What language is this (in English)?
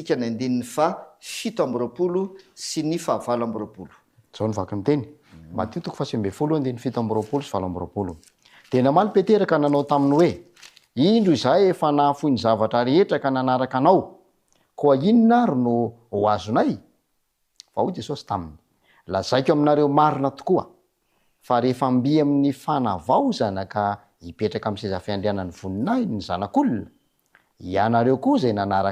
Malagasy